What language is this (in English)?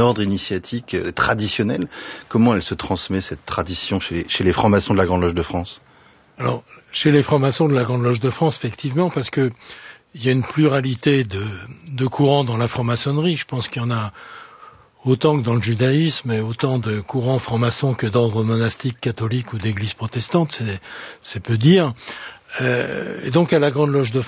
French